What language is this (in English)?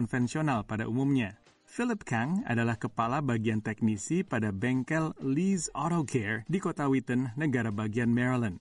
Indonesian